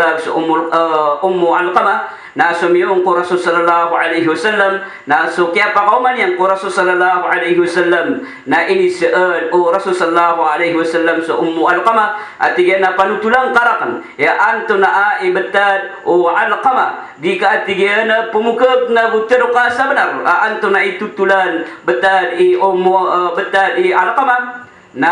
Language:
Maranao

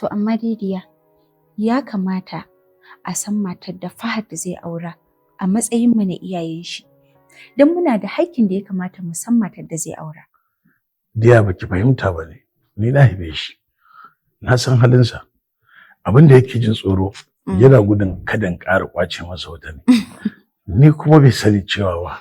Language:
Hausa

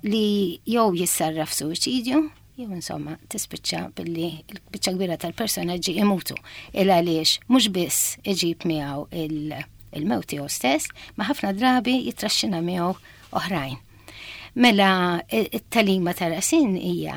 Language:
Maltese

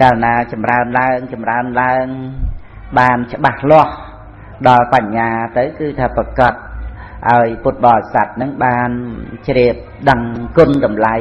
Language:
Khmer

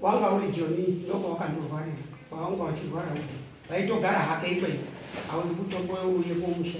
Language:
Shona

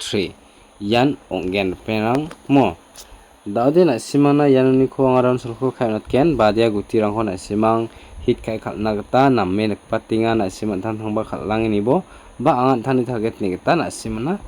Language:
Garo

